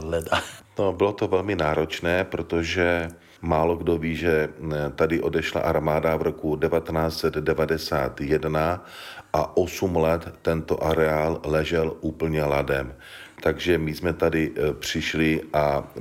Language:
Czech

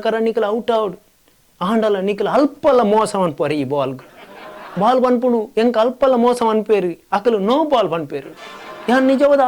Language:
Tulu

